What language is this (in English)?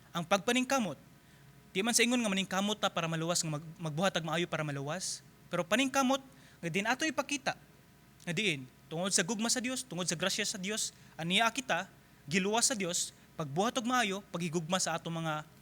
Cebuano